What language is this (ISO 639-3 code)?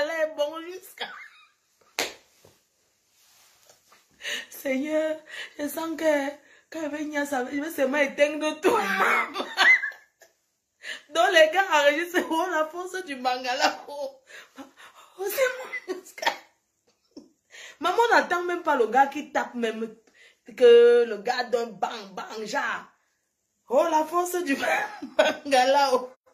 fra